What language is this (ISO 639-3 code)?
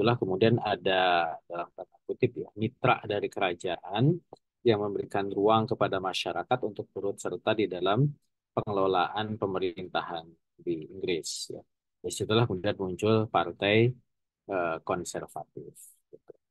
ind